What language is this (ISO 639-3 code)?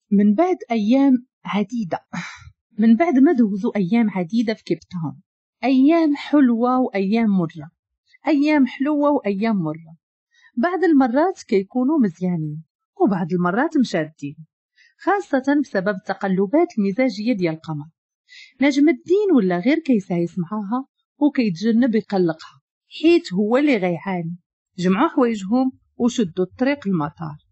ary